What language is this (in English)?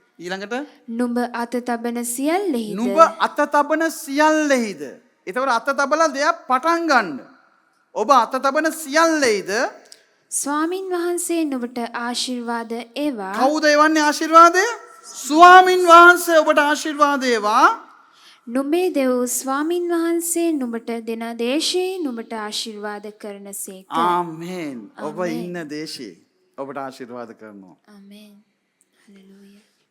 Sinhala